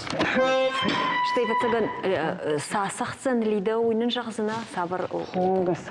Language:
Ossetic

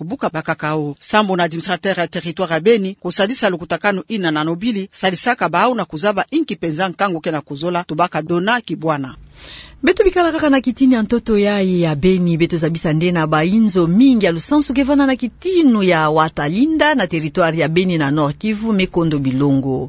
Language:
Kituba (Democratic Republic of Congo)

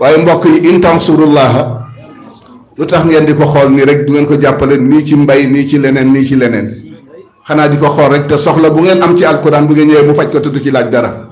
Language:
Wolof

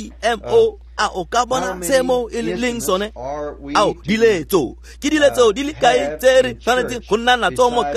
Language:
Tswana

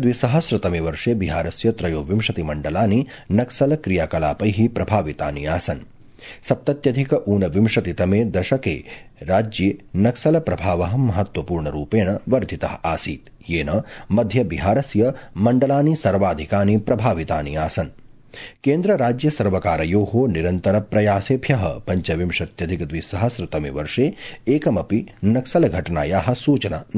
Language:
Sanskrit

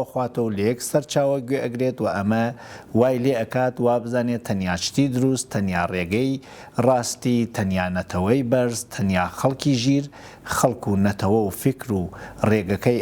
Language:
Central Kurdish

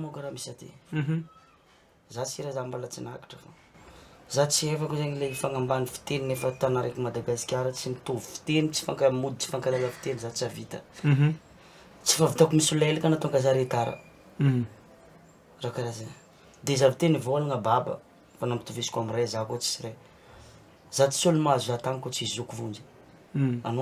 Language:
Malagasy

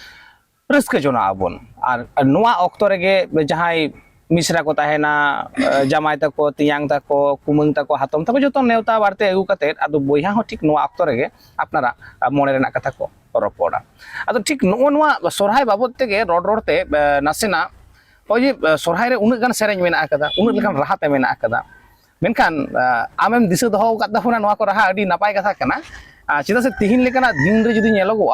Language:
Santali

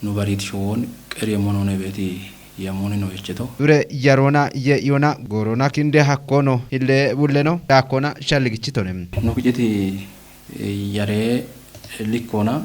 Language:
Kafa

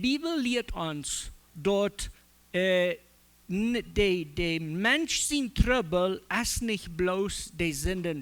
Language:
Plautdietsch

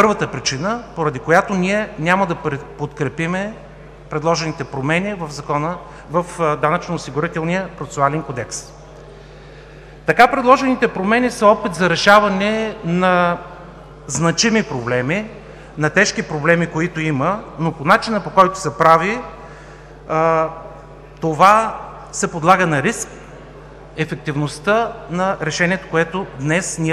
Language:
Bulgarian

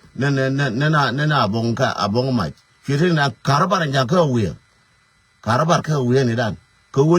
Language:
Nuer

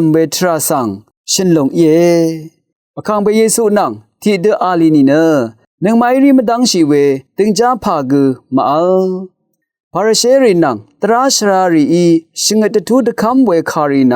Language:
Rawang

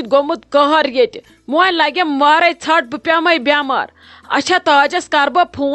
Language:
Kashmiri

